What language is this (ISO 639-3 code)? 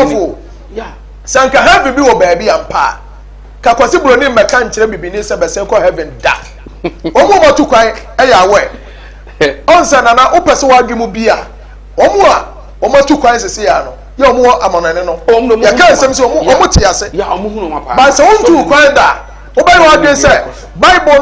aka